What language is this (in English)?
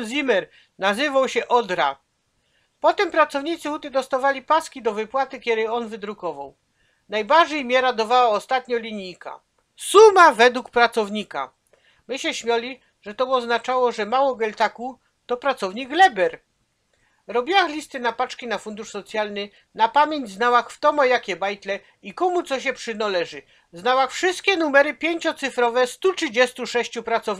Silesian